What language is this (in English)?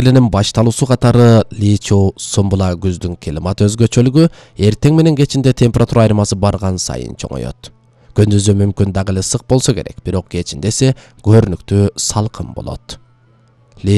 Kyrgyz